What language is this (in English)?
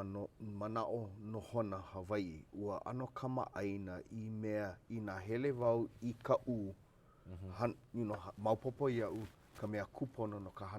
Hawaiian